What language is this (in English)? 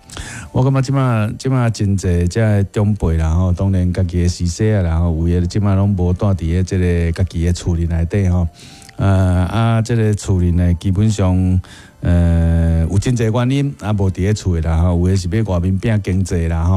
Min Nan Chinese